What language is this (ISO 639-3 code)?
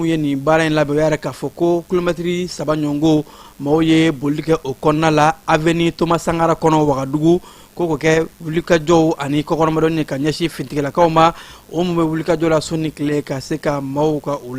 bam